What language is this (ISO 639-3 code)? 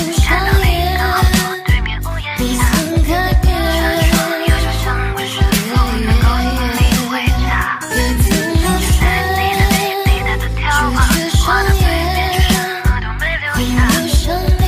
zho